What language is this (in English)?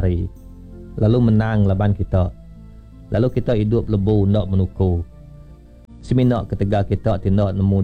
Iban